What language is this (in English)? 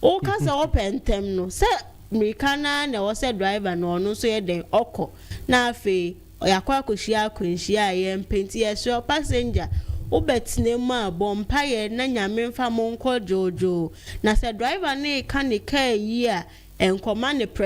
Akan